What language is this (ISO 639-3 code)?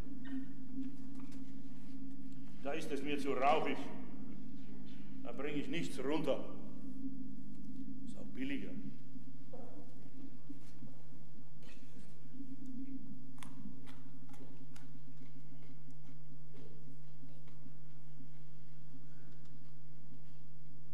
deu